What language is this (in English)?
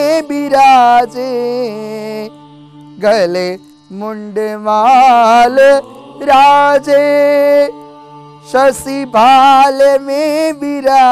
Gujarati